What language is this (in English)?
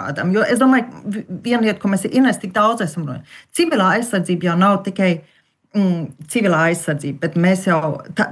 Latvian